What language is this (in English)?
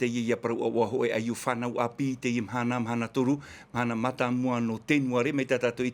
Tahitian